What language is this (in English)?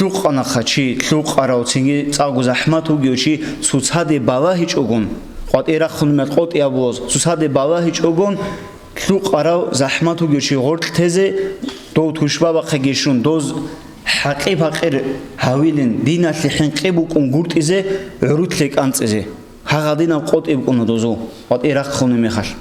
Avaric